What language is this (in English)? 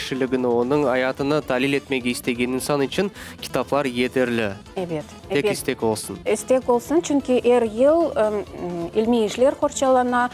Crimean Tatar